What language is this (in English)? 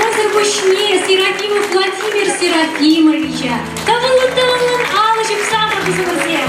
Chuvash